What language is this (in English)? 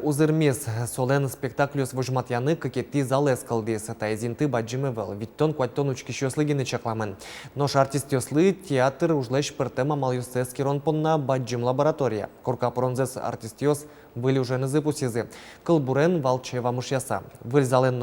Udmurt